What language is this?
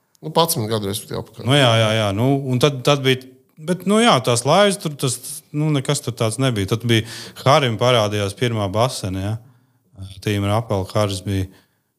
Latvian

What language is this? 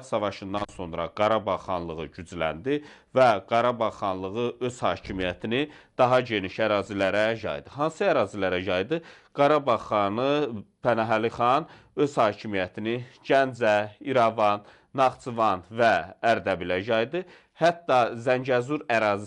Azerbaijani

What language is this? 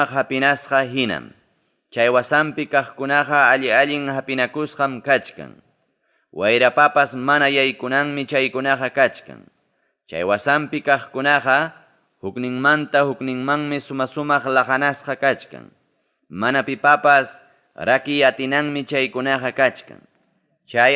Ayacucho Quechua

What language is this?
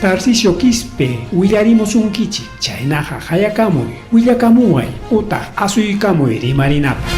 Ayacucho Quechua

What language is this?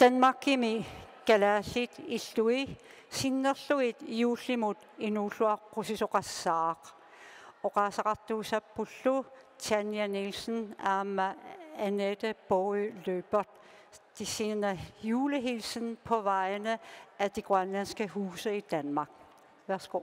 Kalaallisut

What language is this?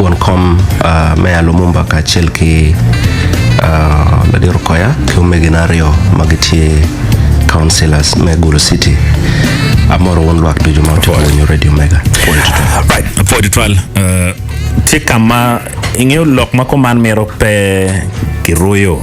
Acoli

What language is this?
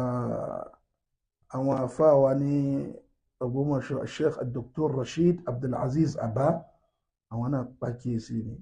Yoruba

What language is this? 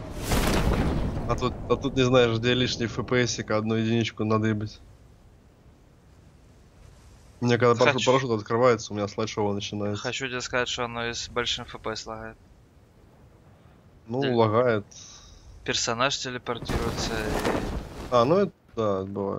Russian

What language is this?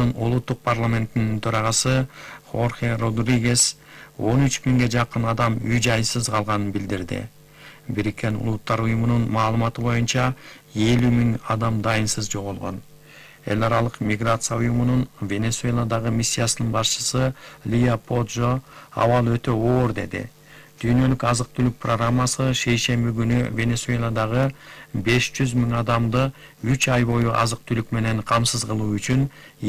Kyrgyz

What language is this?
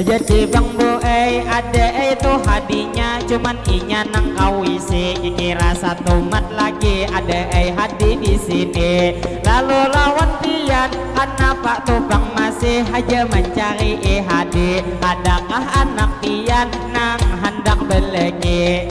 Banjar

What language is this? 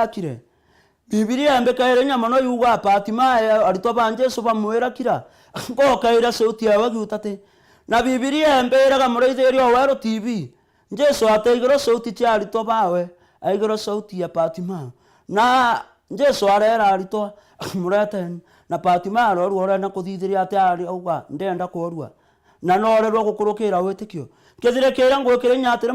Meru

